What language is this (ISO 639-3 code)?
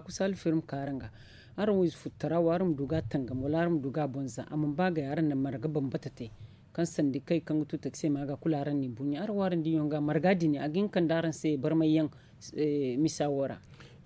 dje